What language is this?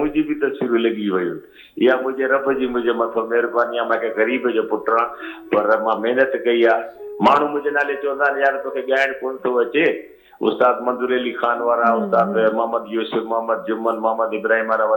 Sindhi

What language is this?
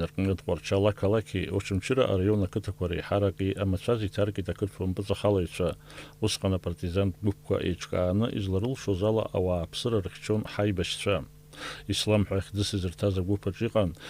Abkhazian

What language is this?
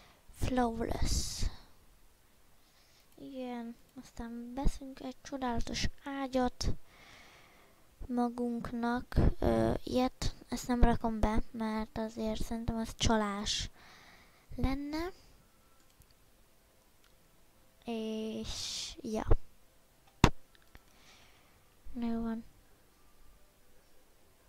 Hungarian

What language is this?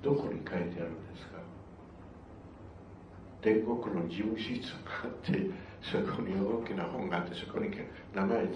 Japanese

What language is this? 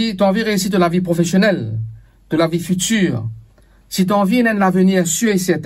Morisyen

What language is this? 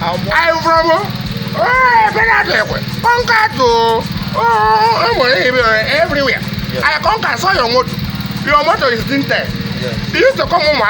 Nigerian Pidgin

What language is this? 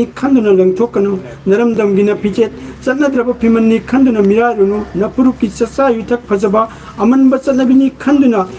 Manipuri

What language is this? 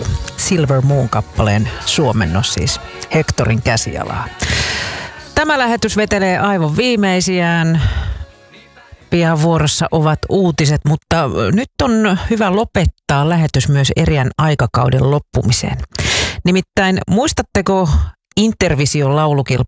Finnish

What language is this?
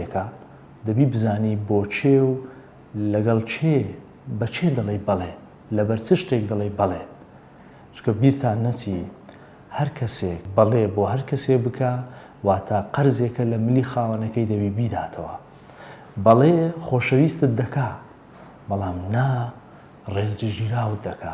Central Kurdish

